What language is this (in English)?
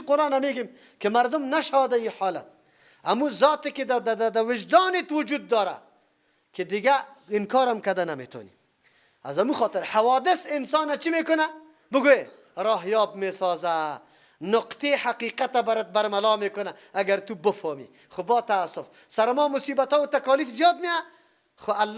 Persian